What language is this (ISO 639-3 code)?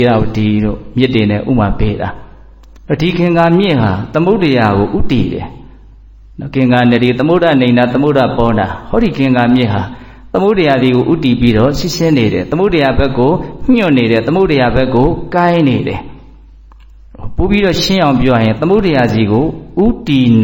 mya